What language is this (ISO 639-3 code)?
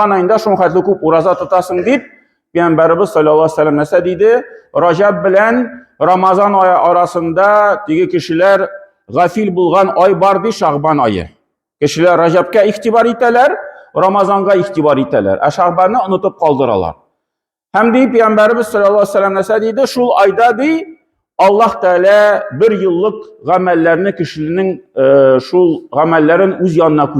tat